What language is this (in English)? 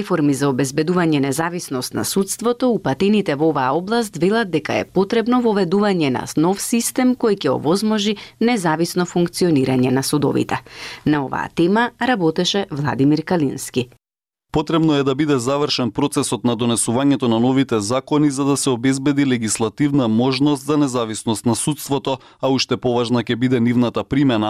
Macedonian